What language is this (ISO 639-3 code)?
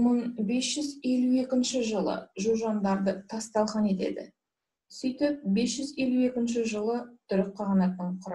kaz